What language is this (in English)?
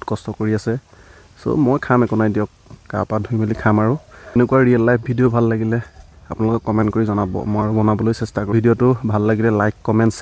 Assamese